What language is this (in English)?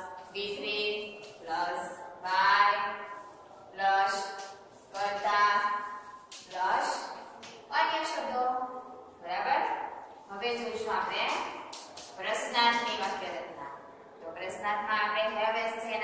Gujarati